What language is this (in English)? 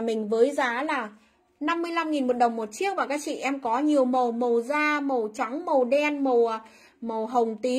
Vietnamese